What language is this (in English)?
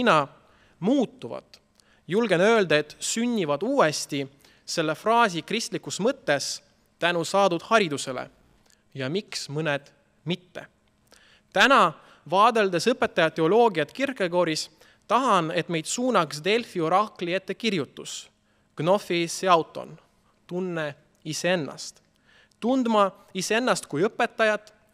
Estonian